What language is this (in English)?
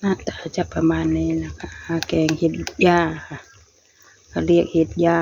Northeastern Thai